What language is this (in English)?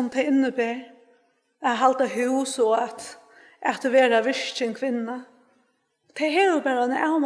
Faroese